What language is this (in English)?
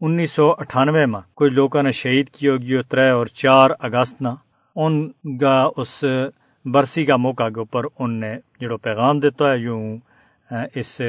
Gujari